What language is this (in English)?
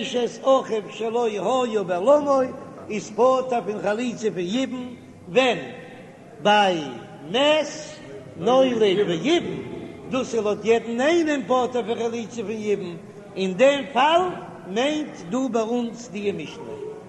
Yiddish